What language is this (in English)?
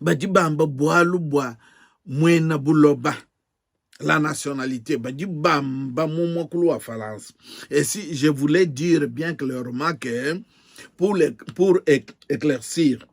Luba-Lulua